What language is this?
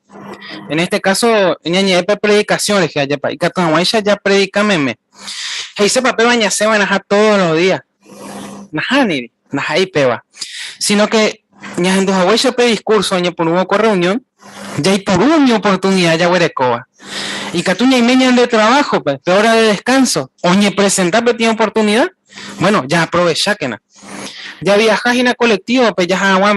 Guarani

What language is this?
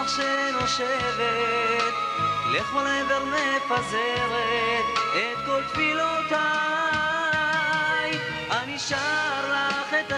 Hebrew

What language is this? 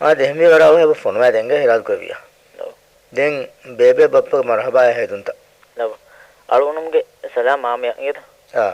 Divehi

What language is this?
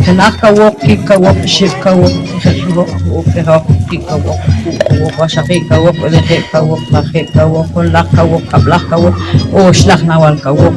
Poqomchi'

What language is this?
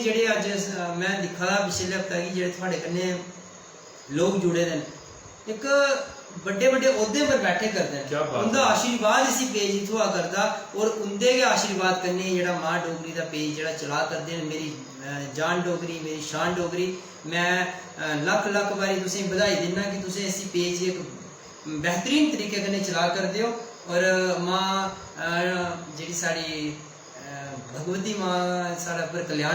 Dogri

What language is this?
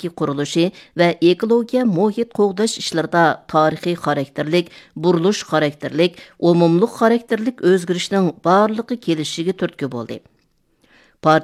Uyghur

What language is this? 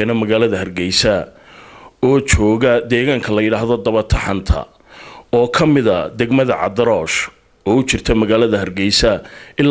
Somali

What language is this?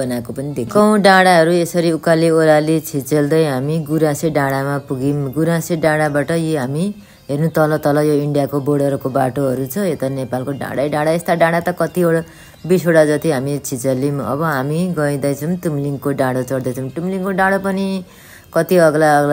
Nepali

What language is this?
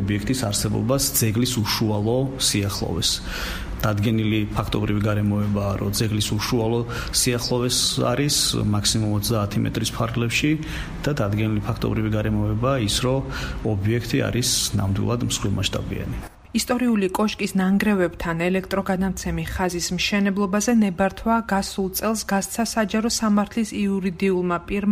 Georgian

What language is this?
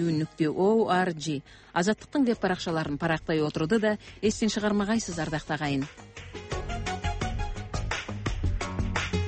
Kazakh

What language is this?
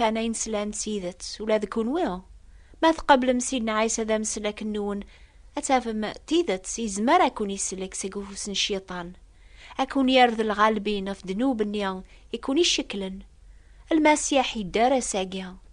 Kabyle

